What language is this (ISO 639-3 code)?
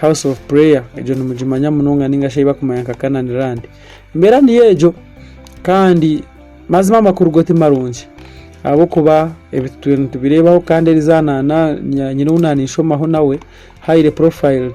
nyn